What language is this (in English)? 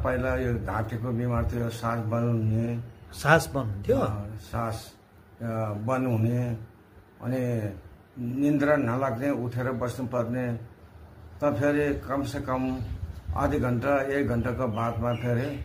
Nepali